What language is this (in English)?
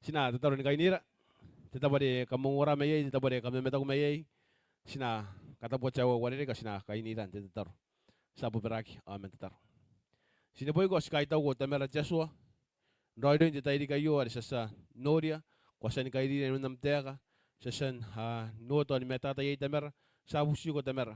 Gilbertese